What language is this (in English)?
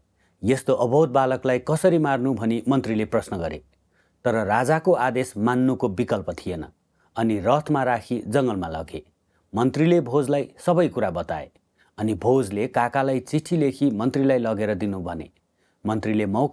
Nepali